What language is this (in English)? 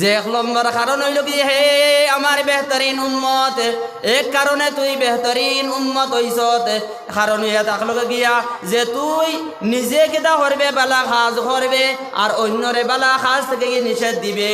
Sylheti